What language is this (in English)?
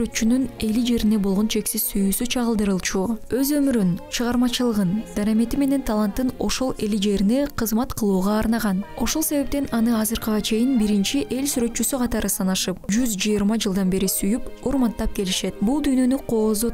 Kyrgyz